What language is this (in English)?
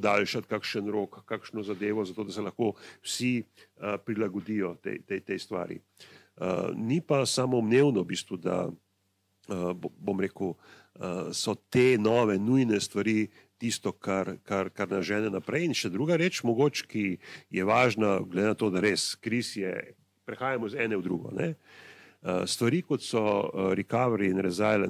Slovenian